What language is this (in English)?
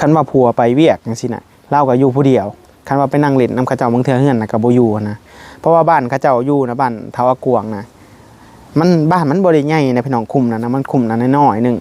Northeastern Thai